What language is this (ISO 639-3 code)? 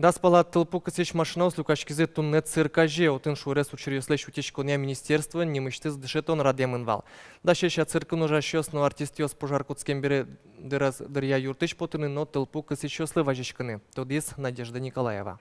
udm